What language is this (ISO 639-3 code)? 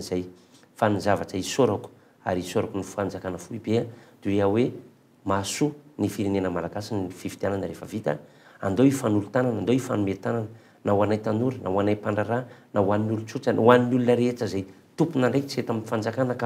mlg